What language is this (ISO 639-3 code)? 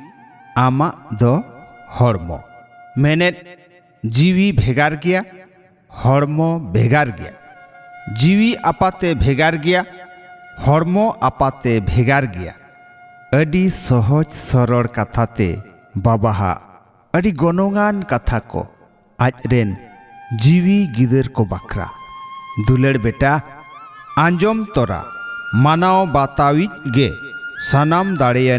sat